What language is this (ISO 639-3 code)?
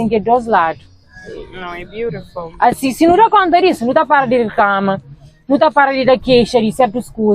kea